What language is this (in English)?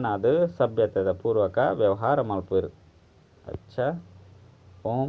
Tulu